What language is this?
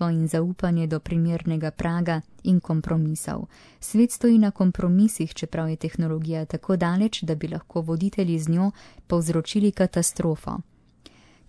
Slovenian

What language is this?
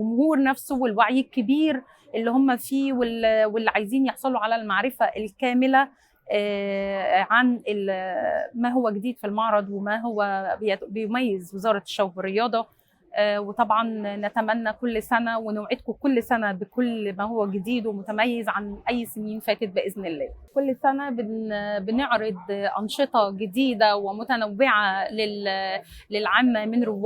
Egyptian Arabic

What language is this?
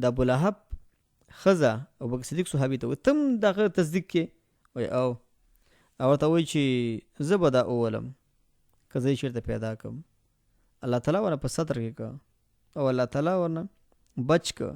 Pashto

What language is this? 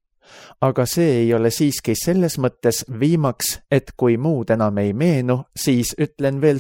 Estonian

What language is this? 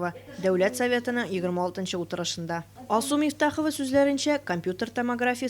Tatar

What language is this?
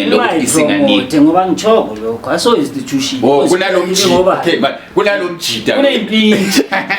Zulu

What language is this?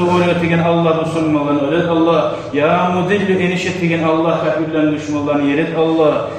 Kumyk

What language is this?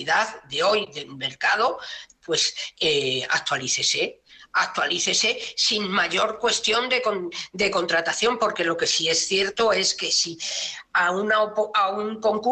Spanish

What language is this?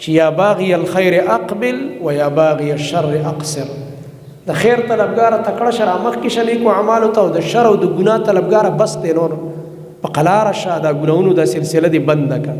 Pashto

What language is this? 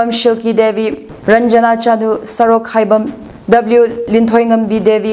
Tangkhul Naga (India)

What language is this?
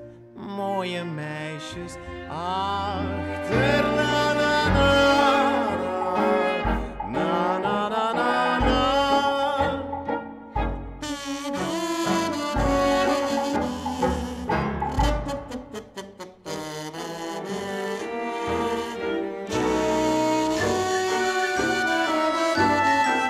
Dutch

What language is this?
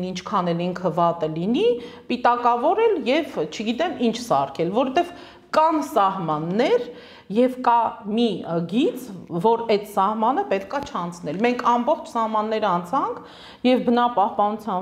Armenian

